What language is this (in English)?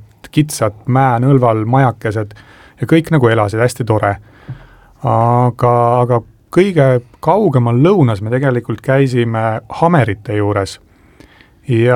Estonian